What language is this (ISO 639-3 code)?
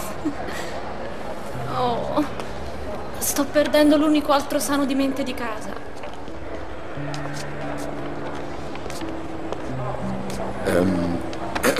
ita